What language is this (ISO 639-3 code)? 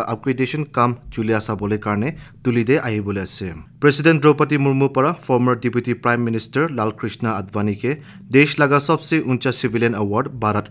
nag